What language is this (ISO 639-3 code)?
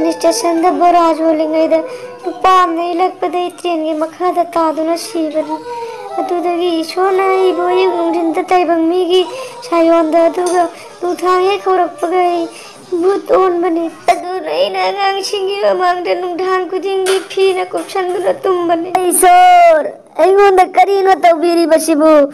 mni